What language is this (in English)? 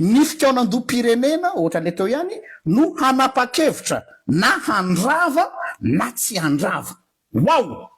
Malagasy